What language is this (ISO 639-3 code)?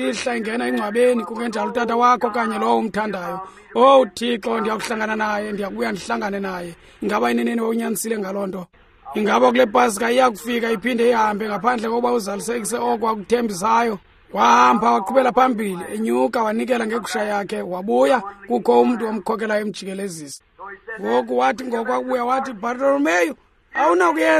xho